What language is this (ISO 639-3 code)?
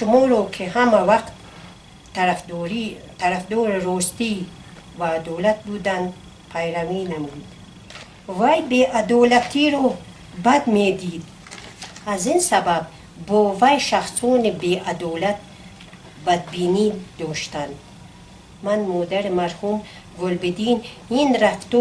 tgk